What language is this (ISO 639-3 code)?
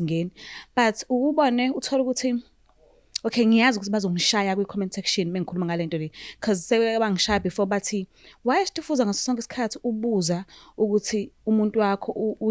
zul